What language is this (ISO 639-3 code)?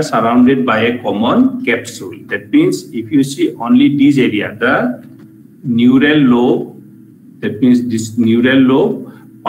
eng